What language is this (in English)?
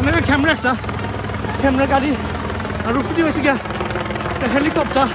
Sylheti